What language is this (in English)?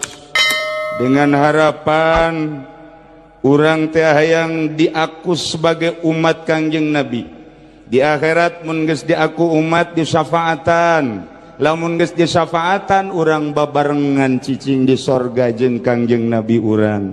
Sundanese